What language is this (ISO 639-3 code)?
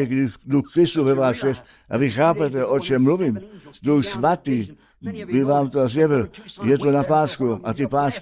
ces